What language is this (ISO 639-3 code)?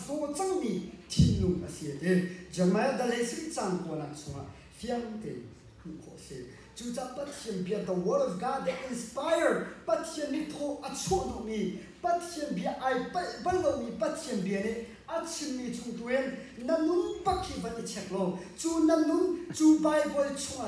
cnh